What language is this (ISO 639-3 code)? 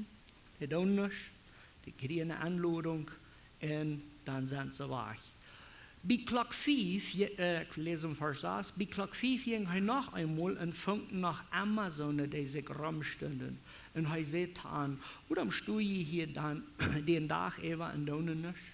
pdt